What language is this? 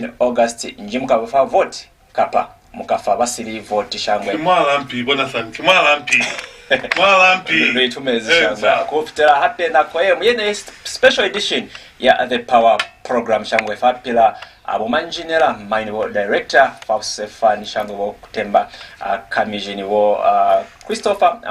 Lozi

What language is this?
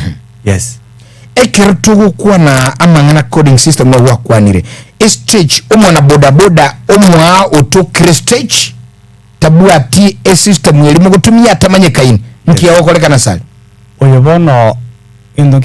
Gusii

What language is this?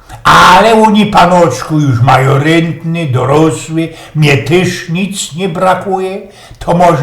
Silesian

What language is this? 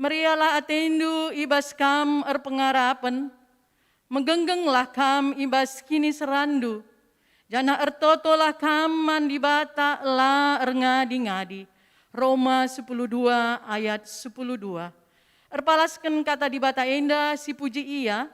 Batak Karo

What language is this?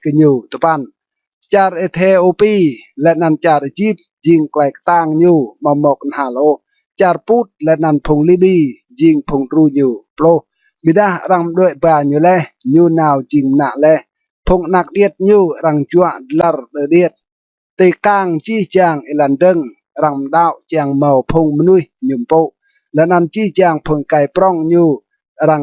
Rade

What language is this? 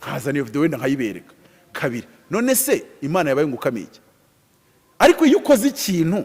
Kinyarwanda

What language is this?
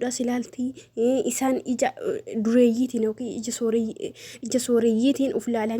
Oromo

